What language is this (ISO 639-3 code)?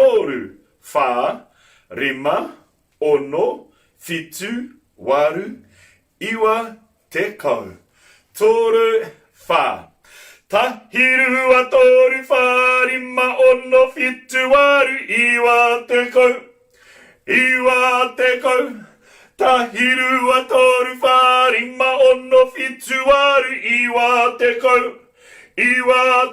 mri